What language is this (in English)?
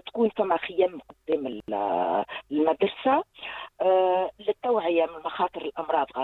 Tunisian Arabic